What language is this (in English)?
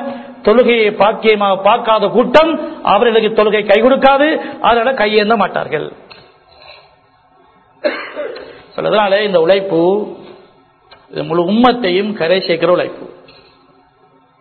Tamil